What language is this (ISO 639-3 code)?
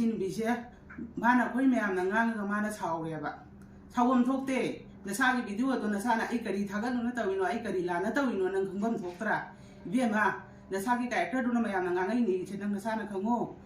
mni